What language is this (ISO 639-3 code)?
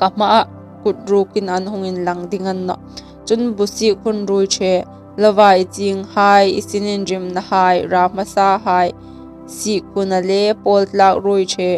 hmr